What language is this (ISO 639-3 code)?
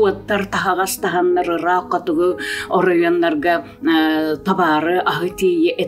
sah